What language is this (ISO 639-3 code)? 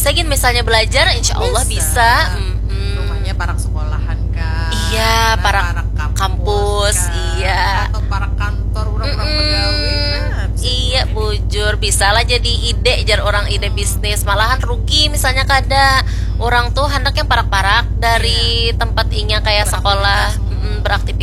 bjn